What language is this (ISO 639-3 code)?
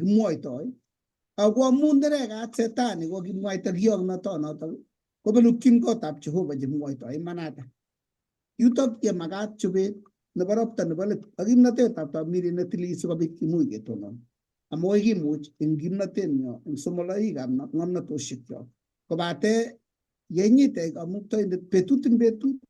kln